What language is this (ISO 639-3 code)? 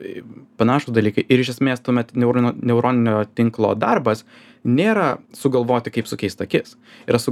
lit